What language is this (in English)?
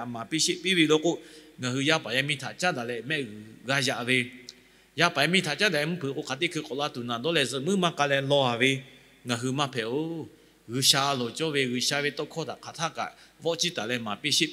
Lahu